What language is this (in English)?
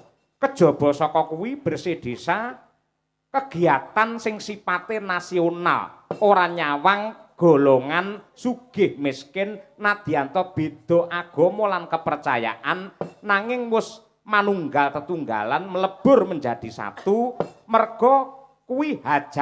Javanese